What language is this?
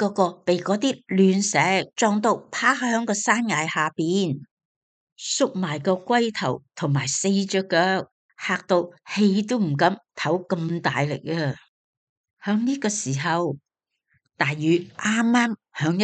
Cantonese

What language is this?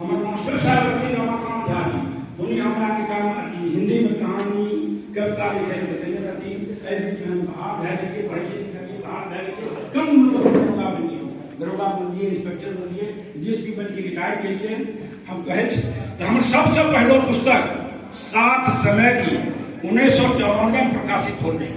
Angika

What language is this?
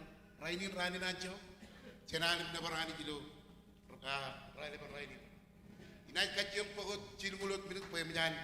Marshallese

